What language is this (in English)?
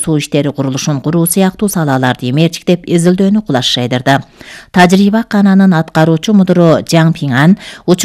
Kyrgyz